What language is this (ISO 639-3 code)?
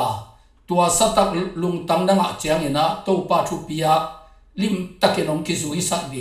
ctd